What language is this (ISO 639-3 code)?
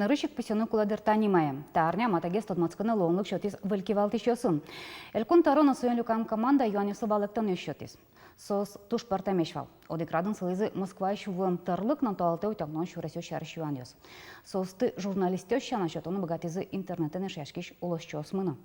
udm